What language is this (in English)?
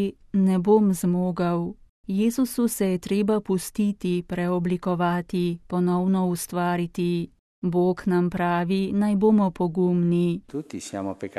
Slovenian